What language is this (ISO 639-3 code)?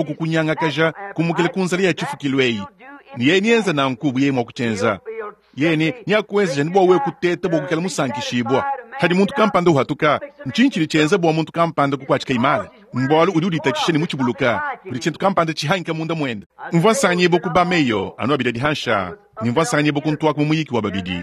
lua